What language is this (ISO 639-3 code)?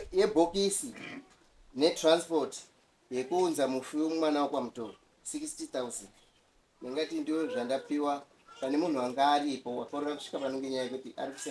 sna